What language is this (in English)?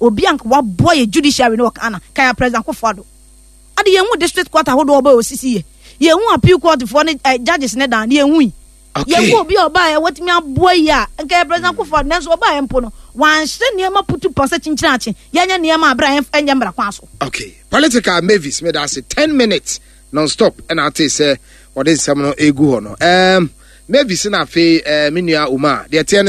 Akan